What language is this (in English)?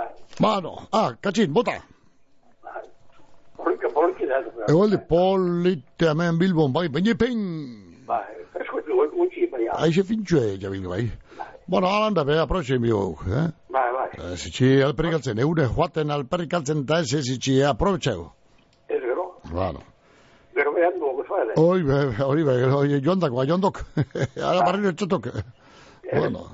Basque